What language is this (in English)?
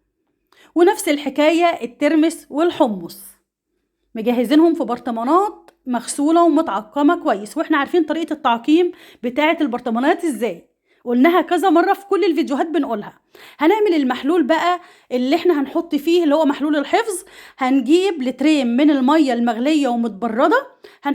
Egyptian Arabic